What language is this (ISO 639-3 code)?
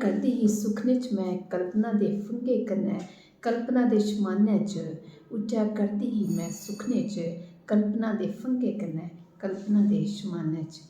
doi